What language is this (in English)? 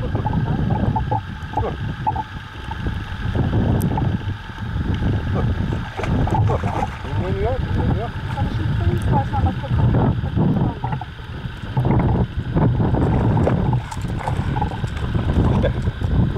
Turkish